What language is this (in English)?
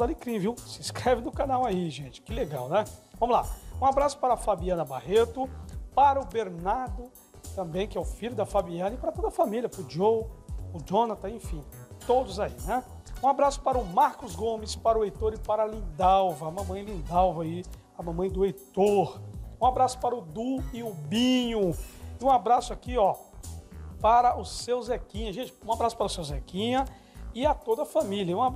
Portuguese